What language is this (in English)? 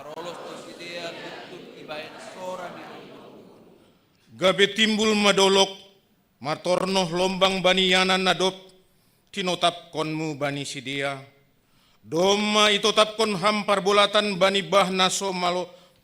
Batak Simalungun